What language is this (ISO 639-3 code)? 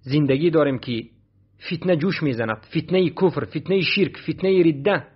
fas